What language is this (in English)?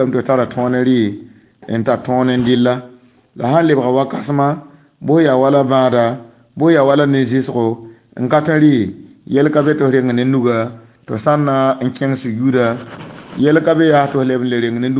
Mossi